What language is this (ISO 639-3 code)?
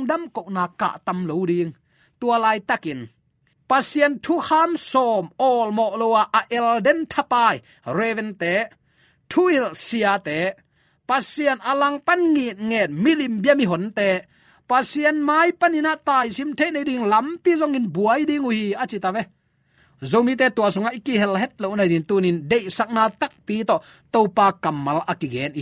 ctd